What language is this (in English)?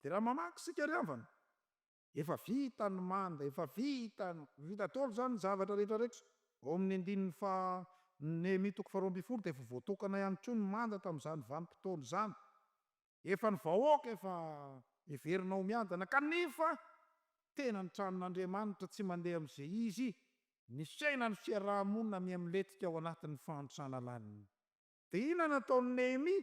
Malagasy